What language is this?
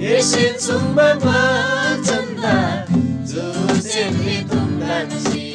Eastern Tamang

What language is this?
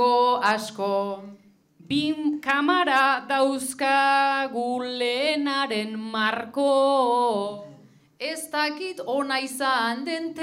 Basque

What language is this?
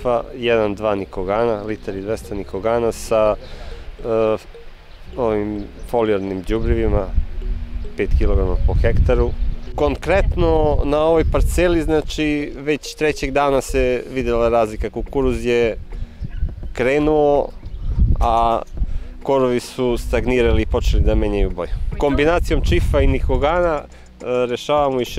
Serbian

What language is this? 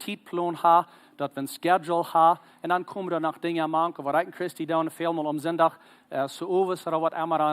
Plautdietsch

